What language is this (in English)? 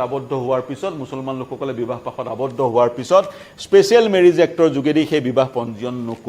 Assamese